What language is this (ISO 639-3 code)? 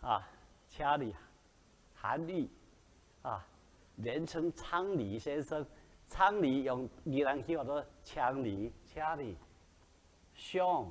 nan